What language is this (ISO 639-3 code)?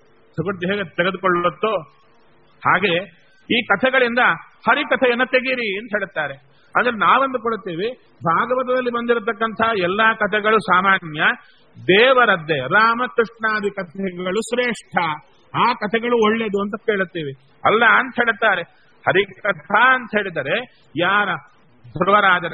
kan